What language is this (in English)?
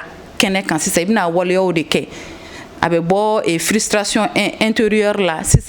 Bambara